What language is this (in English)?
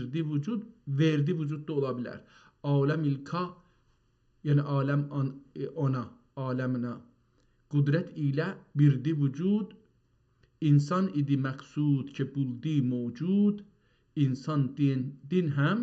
South Azerbaijani